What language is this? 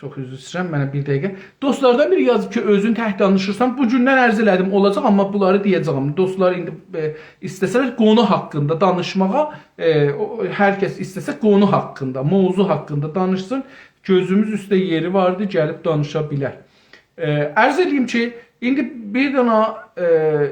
South Azerbaijani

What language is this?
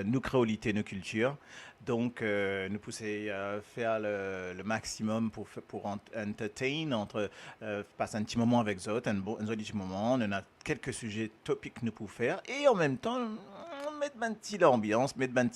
Morisyen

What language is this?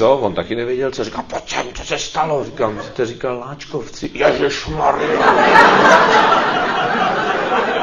Czech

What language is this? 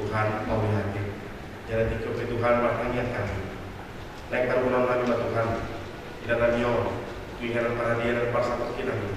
Batak Toba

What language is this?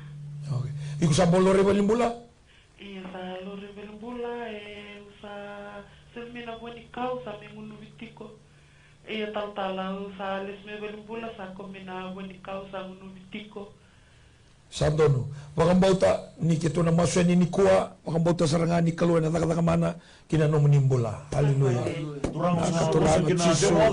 Fijian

